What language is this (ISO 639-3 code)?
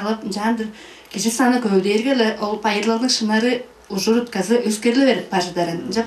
tyv